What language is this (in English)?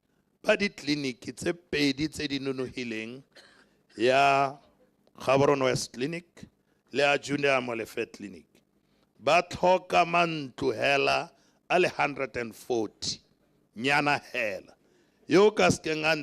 Tswana